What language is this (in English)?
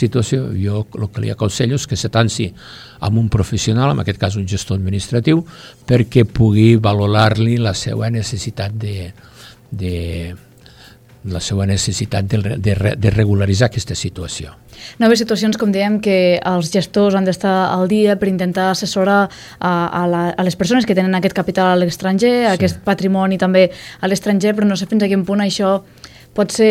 Catalan